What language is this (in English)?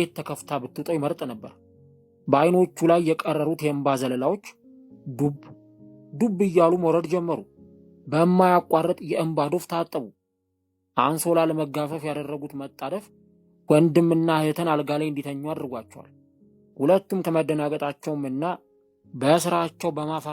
Amharic